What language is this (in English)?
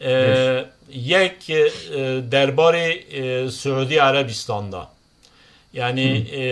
Kurdish